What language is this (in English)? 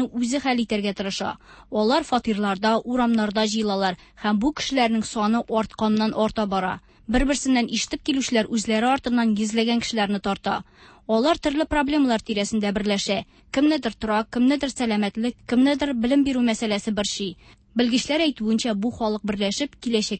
Tatar